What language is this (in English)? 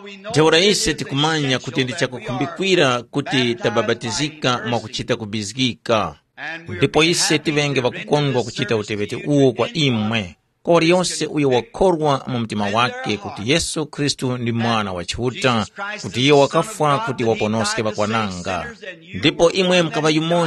Tumbuka